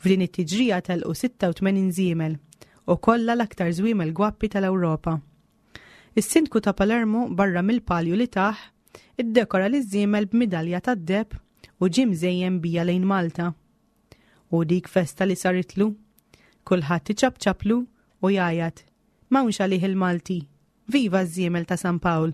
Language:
Maltese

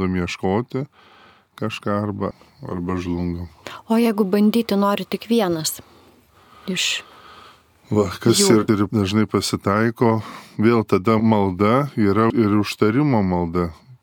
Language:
Lithuanian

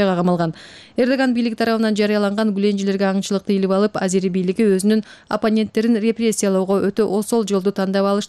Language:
Kyrgyz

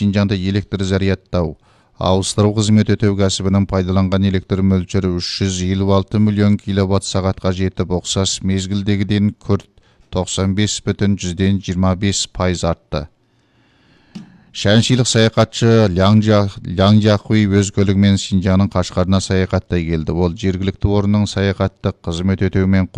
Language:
Kazakh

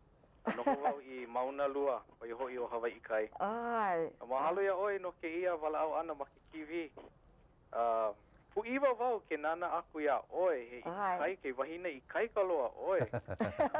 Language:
Hawaiian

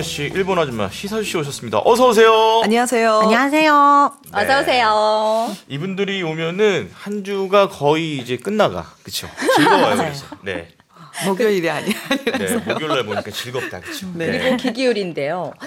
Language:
Korean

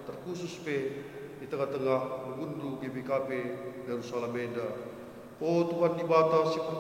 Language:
Batak Karo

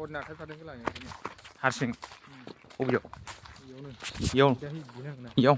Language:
Bodo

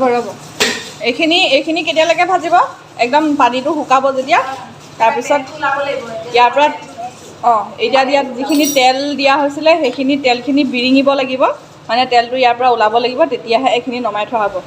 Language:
Assamese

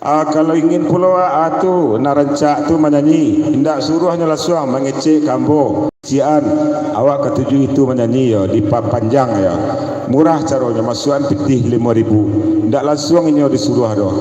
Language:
Minangkabau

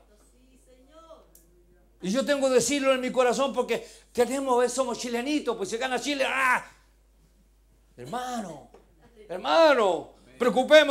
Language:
Spanish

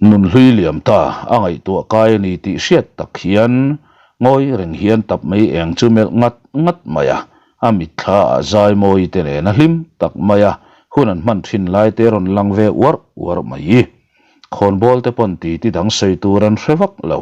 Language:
Mizo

